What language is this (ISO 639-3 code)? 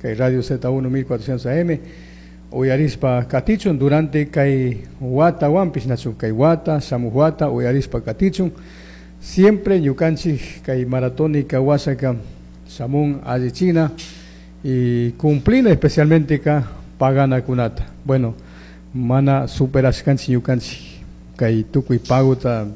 qug